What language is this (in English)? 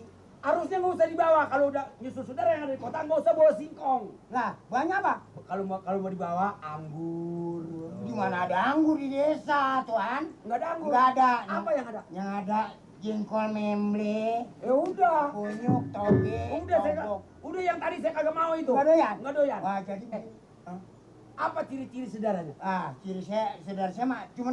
Betawi